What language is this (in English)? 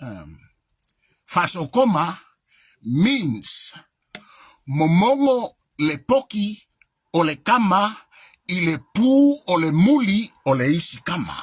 Samoan